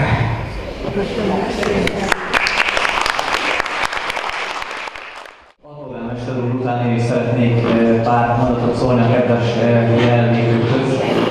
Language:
Hungarian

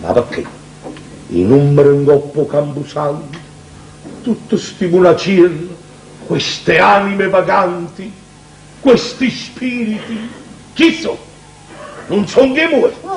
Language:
Neapolitan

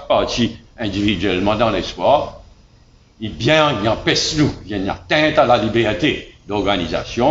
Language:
Morisyen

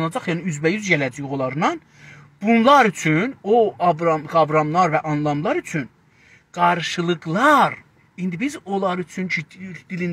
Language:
South Azerbaijani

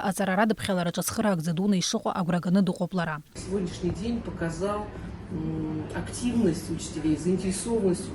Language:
Abkhazian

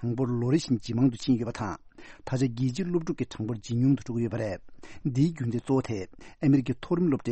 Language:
Tibetan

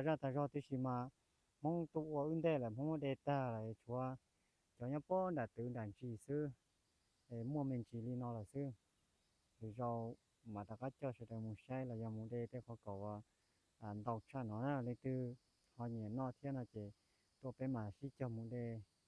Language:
Hmong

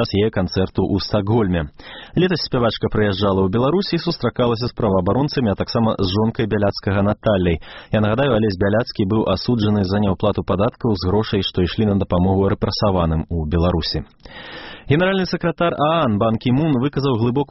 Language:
Belarusian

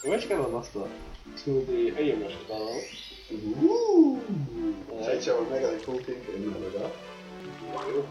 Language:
Faroese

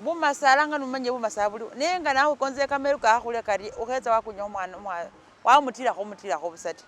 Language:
Masaaba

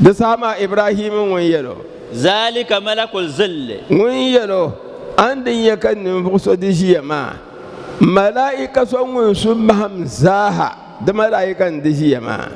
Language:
Dagbani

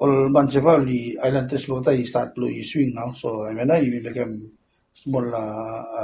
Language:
Bislama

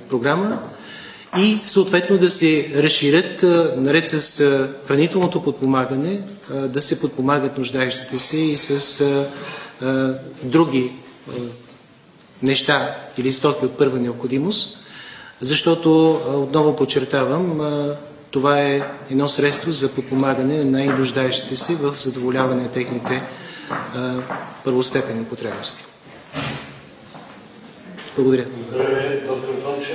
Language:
Bulgarian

